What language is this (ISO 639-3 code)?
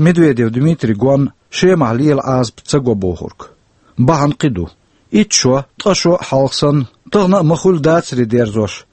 che